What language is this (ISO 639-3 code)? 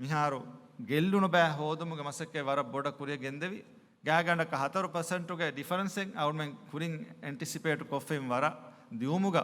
div